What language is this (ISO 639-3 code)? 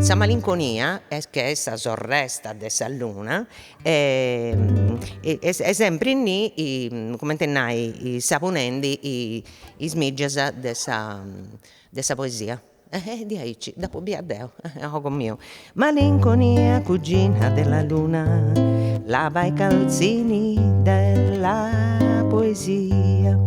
srd